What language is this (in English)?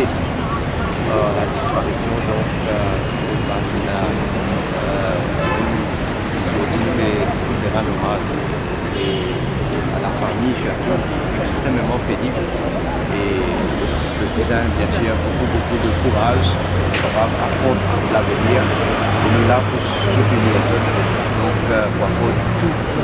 Morisyen